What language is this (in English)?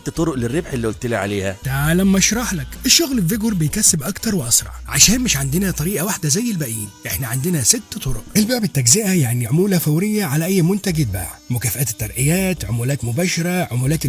Egyptian Arabic